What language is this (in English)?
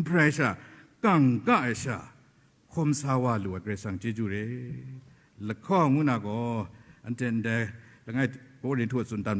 Kachin